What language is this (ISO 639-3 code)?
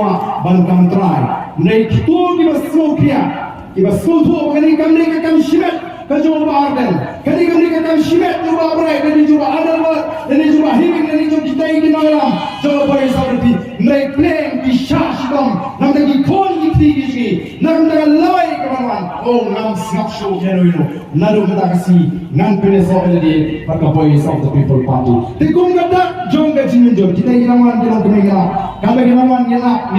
kha